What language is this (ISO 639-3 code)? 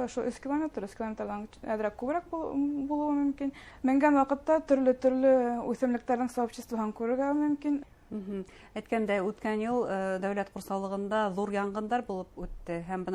bak